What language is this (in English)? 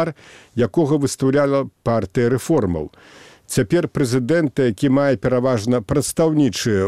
Belarusian